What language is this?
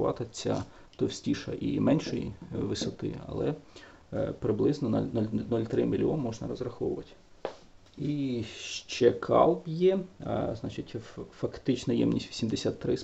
Ukrainian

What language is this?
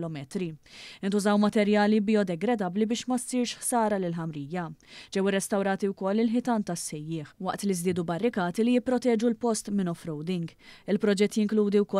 Maltese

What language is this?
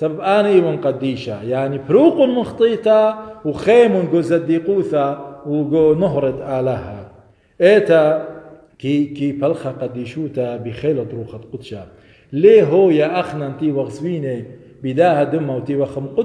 Assyrian Neo-Aramaic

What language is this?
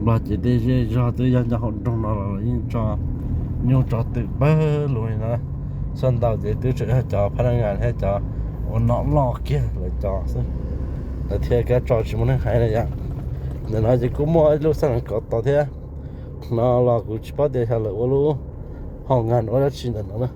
Hmong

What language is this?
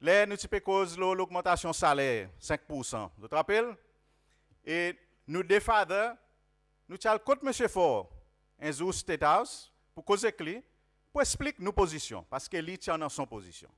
Seselwa Creole French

